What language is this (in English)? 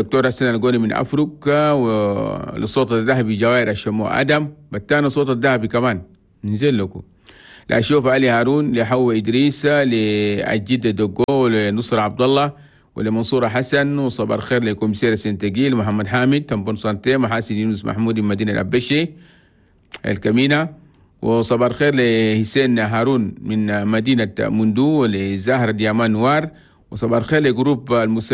Chadian Arabic